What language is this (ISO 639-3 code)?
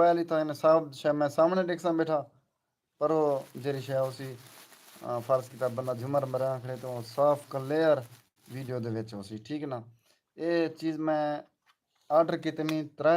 skr